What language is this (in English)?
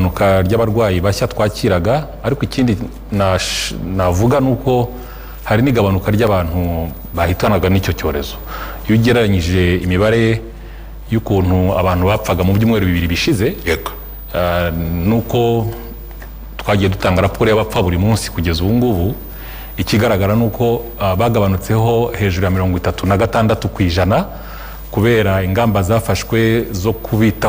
Kinyarwanda